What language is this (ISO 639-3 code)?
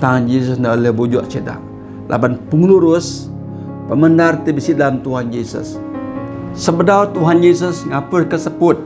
iba